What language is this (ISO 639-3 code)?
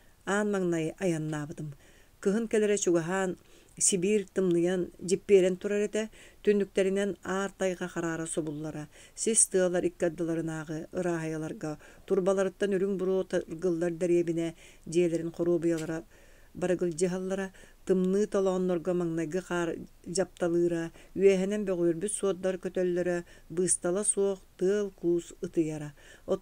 sah